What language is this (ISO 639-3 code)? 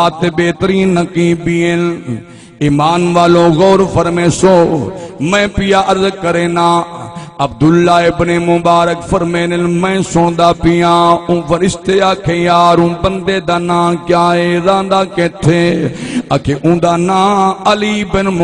skr